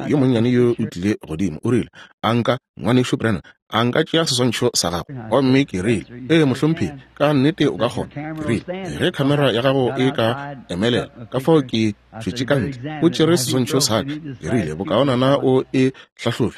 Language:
Northern Sotho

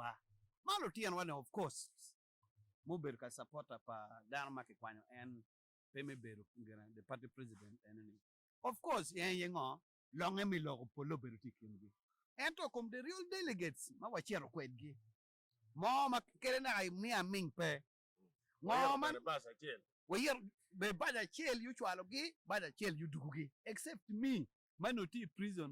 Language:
Acoli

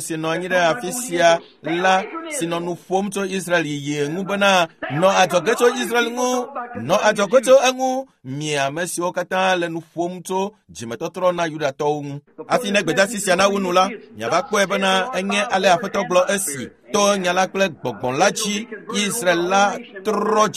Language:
Ewe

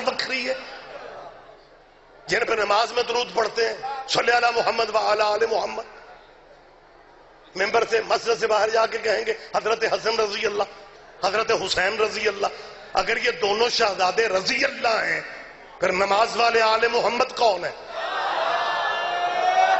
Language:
Urdu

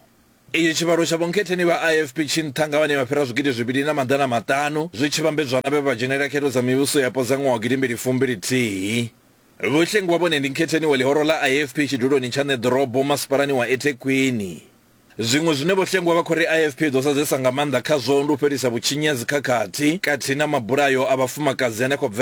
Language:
Venda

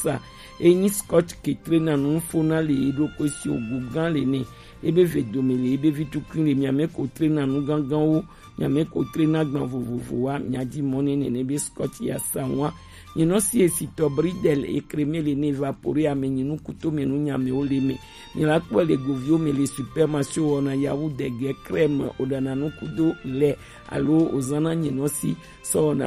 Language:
Gen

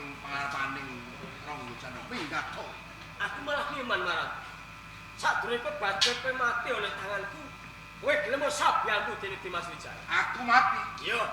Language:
Javanese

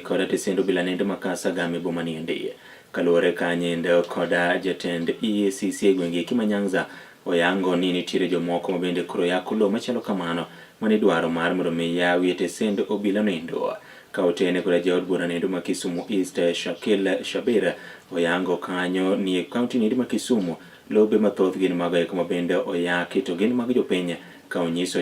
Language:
Luo (Kenya and Tanzania)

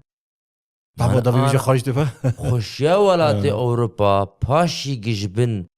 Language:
Kurdish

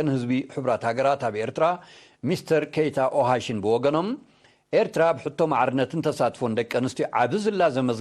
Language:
Tigrinya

